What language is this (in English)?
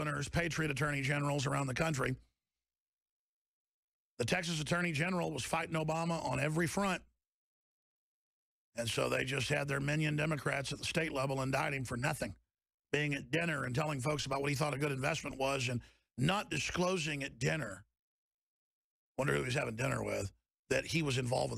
English